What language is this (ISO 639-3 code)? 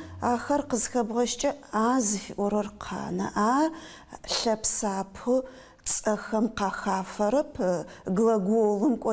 ady